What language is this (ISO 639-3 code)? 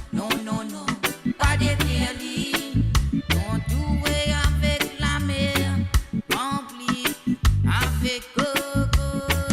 mfe